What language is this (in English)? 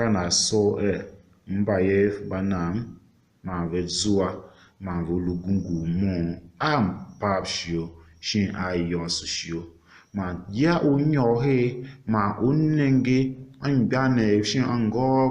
Tiv